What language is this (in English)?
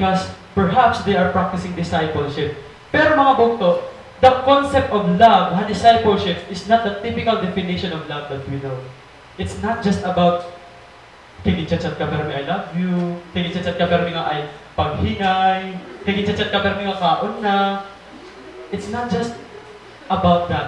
Waray